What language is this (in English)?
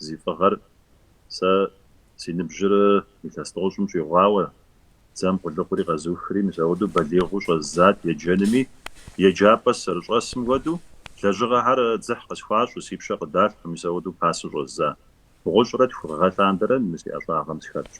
Kabardian